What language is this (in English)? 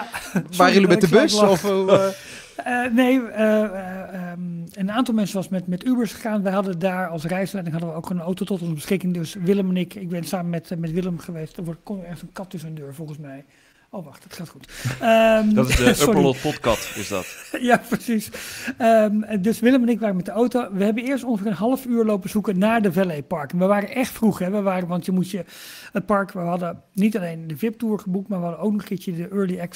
Dutch